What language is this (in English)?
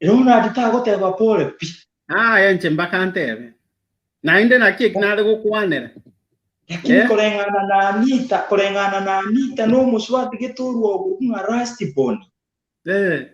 Gusii